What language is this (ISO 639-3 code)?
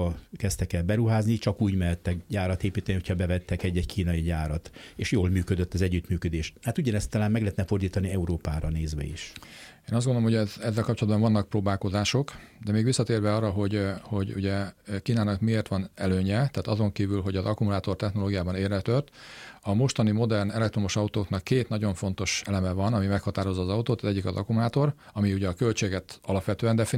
hun